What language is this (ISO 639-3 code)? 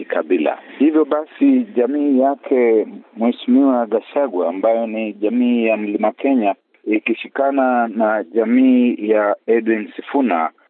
swa